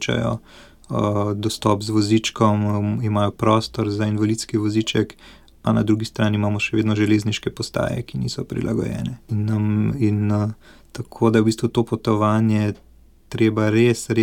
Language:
Slovenian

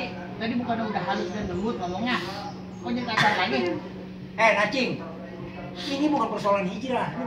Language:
Betawi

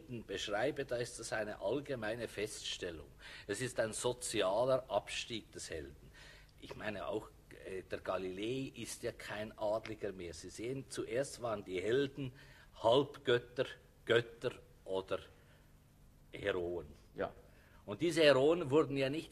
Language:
German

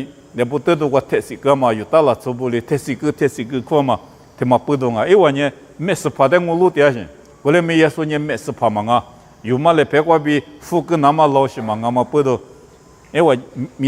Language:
Lisu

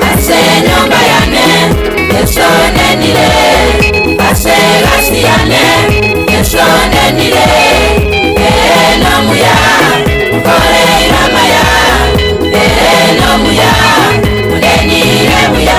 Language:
Gusii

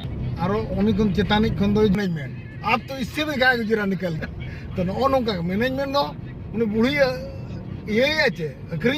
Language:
Santali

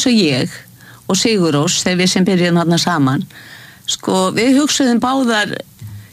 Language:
Icelandic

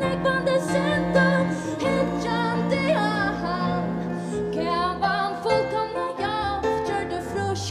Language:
Faroese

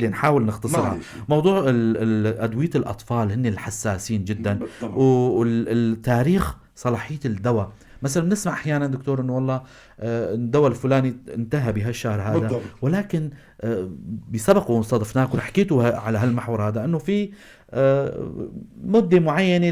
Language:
North Levantine Arabic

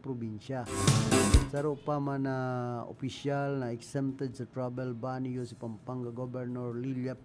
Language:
Bikol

